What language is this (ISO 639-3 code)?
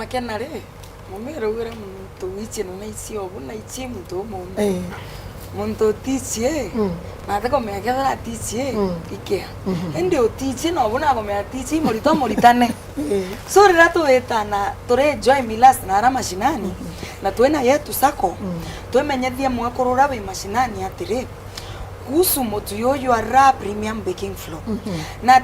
mer